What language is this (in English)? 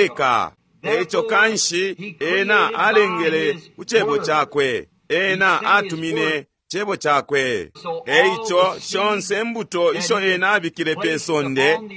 Bemba